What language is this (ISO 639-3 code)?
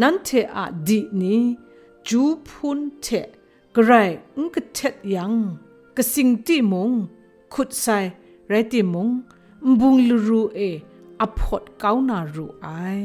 kac